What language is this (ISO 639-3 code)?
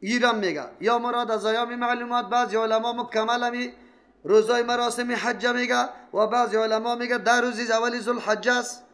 fas